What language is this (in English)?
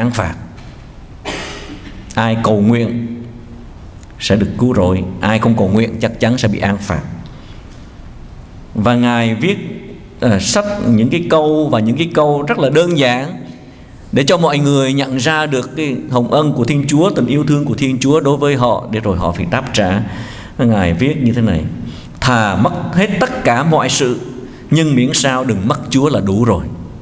Vietnamese